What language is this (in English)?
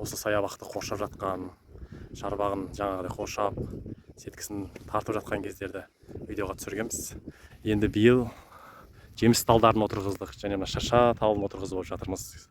Kazakh